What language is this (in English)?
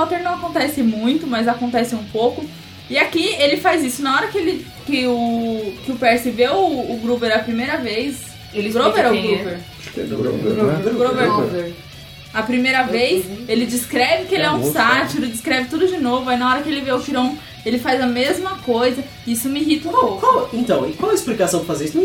Portuguese